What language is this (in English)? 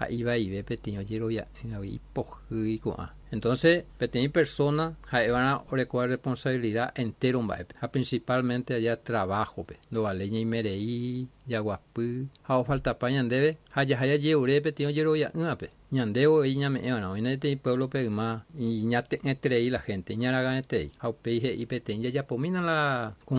Guarani